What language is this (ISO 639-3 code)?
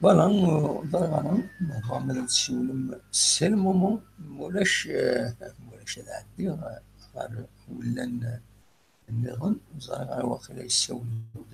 kab